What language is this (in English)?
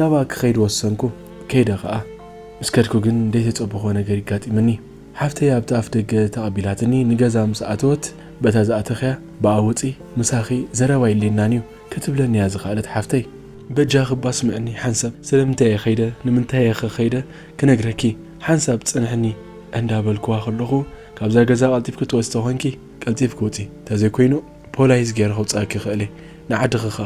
Tigrinya